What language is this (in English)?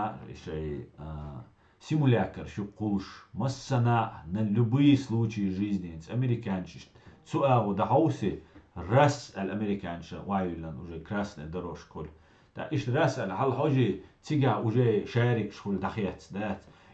Chechen